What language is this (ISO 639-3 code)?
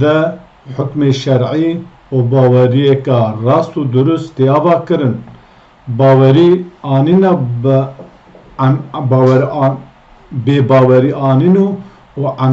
kur